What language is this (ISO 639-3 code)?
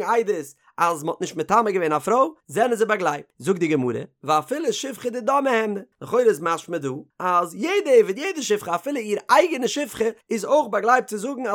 yid